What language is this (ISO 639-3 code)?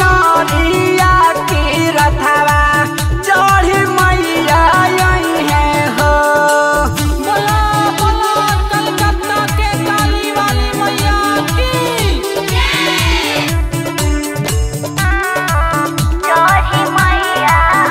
bho